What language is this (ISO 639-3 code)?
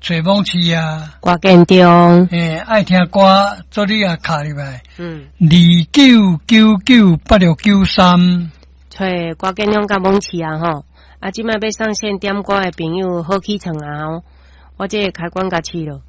nan